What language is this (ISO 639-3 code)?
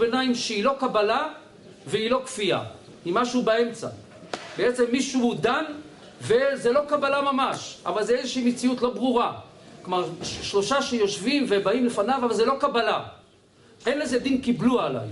heb